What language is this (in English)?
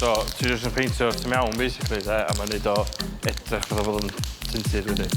Welsh